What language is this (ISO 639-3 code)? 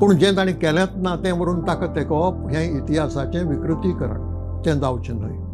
kok